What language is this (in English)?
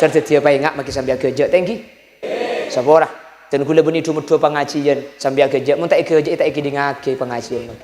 Madurese